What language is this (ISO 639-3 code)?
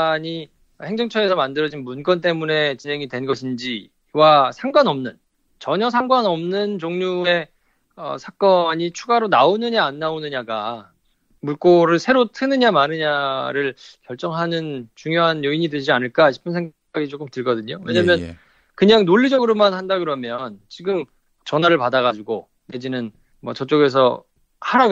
kor